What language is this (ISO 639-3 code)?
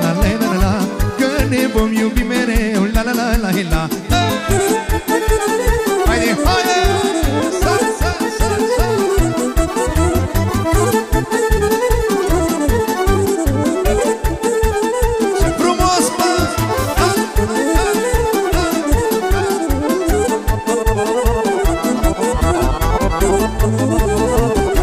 ron